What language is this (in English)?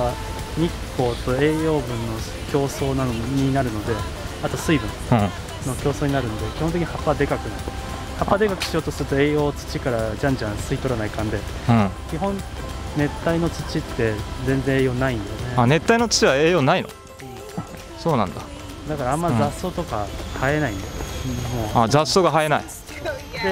Japanese